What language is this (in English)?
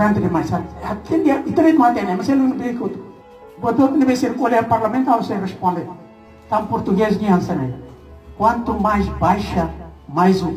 Tetum